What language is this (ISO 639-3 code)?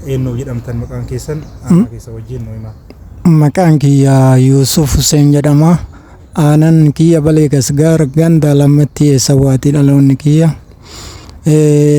orm